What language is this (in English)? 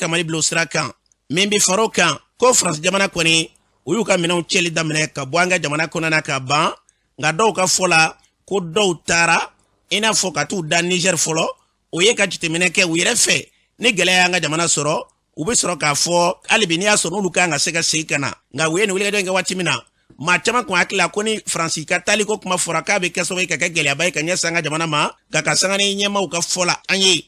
Bambara